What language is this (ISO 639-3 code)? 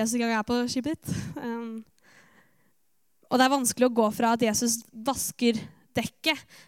nor